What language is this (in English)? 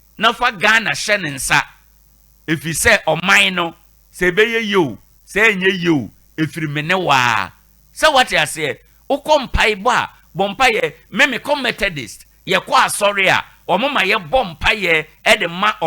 Akan